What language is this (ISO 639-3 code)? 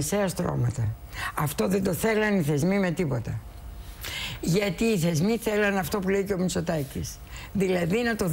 ell